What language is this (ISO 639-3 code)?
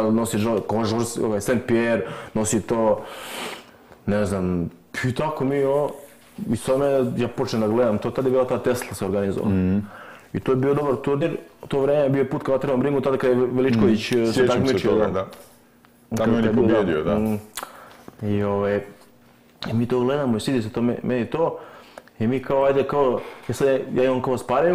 srp